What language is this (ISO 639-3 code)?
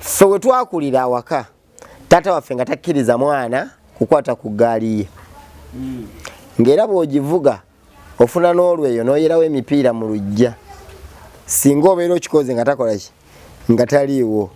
lug